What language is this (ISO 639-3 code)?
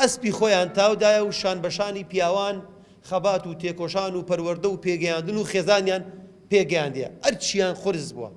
ckb